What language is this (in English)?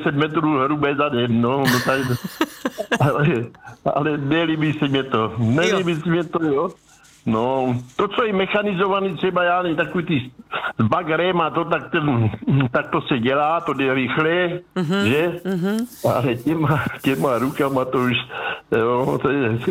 Czech